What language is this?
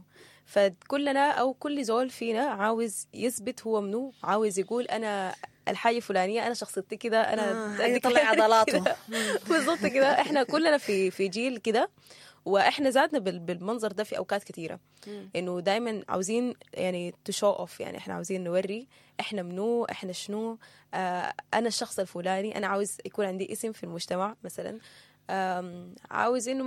Sudanese Arabic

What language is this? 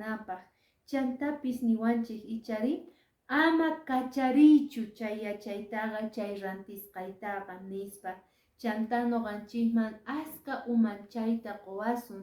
Quechua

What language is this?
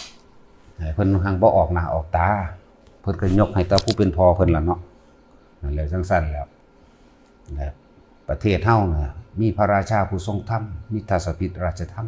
Northeastern Thai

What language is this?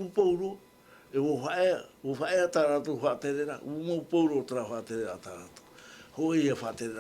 Tahitian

